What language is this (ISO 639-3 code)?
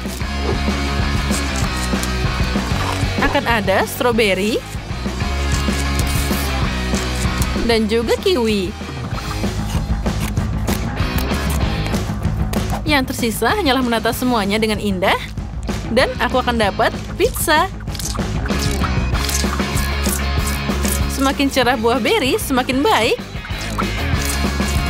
ind